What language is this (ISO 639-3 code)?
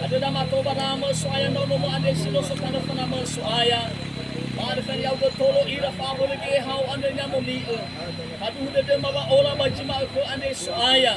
nia